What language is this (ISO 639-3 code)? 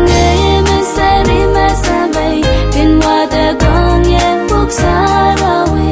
pon